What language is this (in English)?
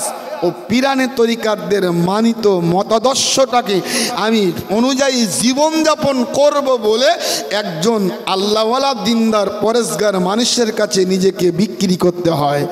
Bangla